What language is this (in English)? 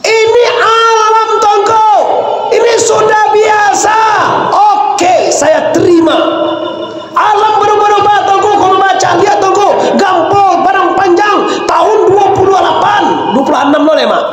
Minangkabau